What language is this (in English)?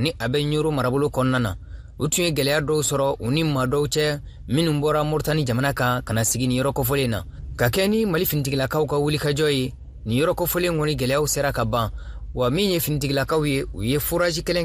Bambara